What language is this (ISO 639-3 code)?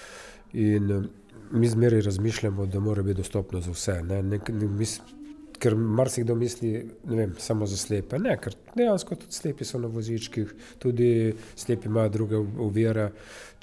slv